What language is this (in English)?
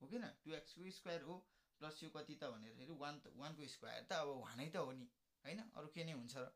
Nepali